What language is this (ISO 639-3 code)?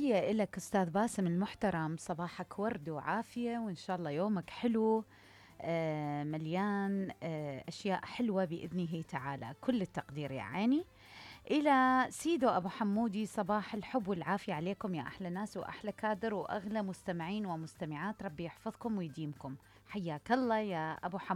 acm